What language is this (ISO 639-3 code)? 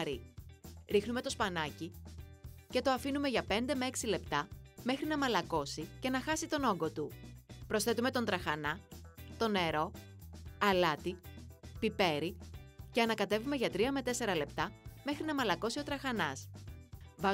ell